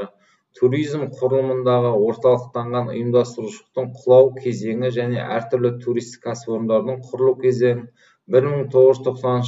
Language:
Kazakh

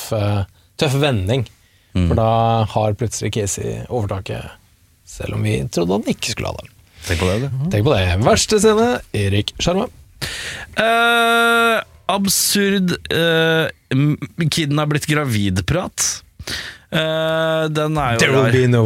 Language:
Norwegian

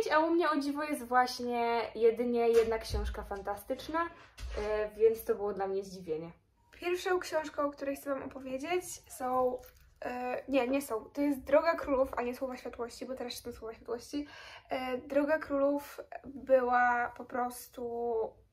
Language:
Polish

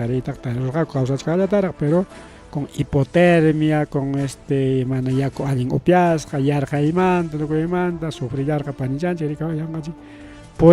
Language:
Ayacucho Quechua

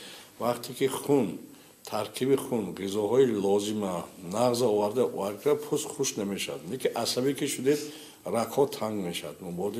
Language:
Tajik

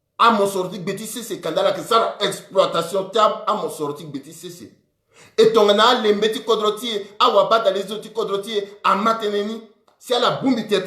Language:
Sango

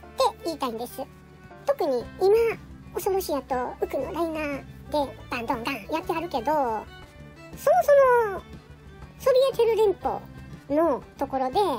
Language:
Japanese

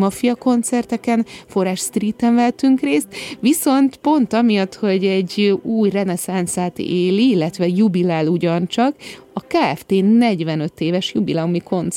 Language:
Hungarian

